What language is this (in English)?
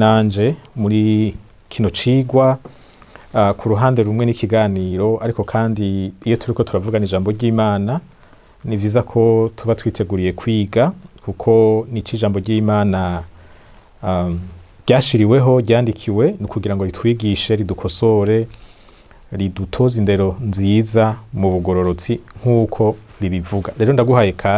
Rundi